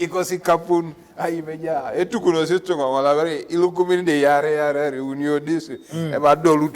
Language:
Teso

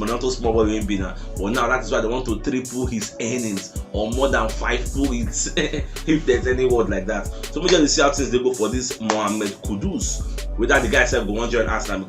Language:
Nigerian Pidgin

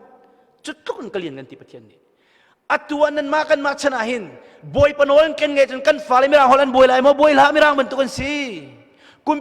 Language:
Hakha Chin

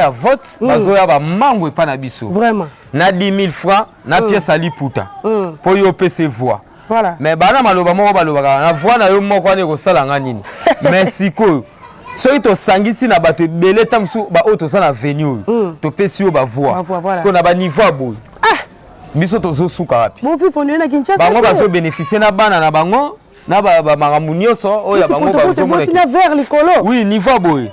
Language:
Lingala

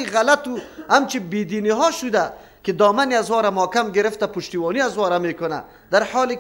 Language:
Persian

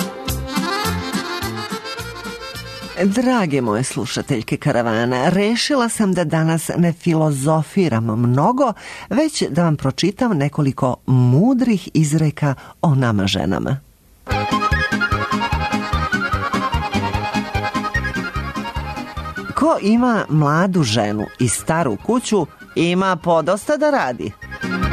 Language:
Serbian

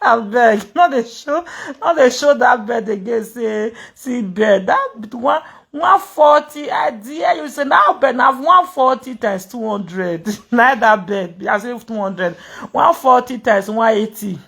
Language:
Nigerian Pidgin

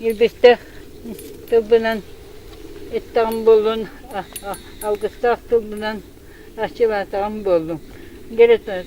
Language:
Yakut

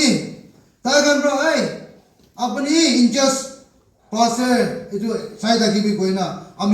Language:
Naga Pidgin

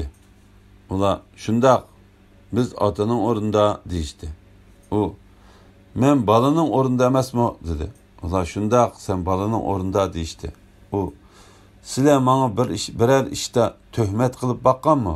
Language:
Uyghur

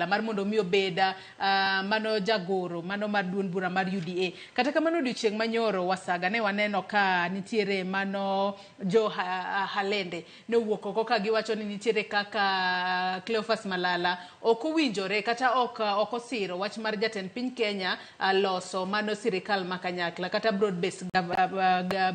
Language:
Luo (Kenya and Tanzania)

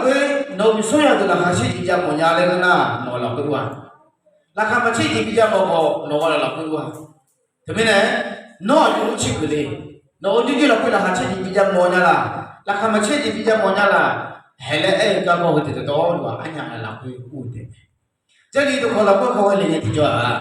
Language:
Akha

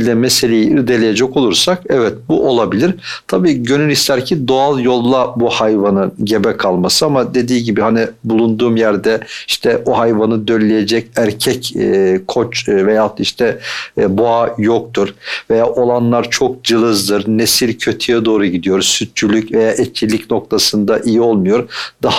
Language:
Turkish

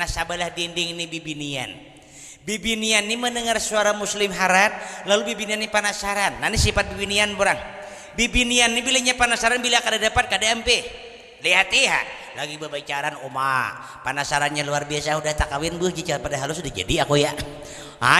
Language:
Banjar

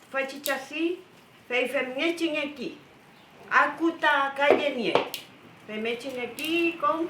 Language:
Mapuche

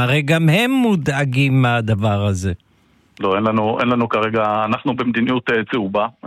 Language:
Hebrew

